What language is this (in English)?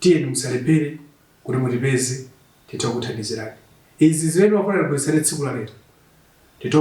Nyanja